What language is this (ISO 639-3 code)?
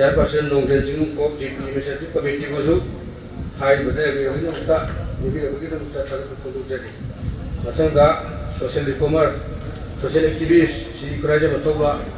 mni